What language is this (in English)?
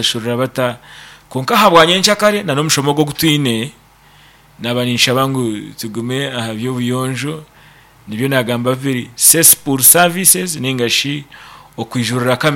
Nyankole